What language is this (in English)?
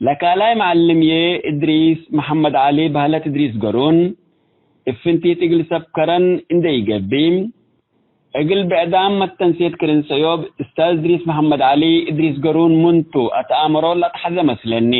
Tigre